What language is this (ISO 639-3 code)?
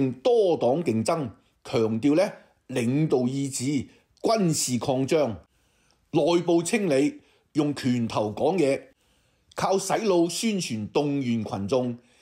yue